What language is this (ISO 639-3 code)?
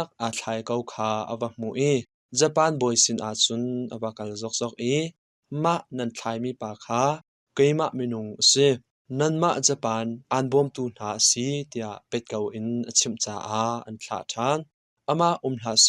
cnh